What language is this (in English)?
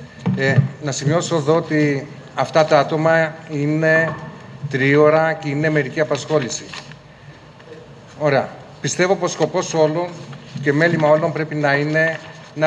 Greek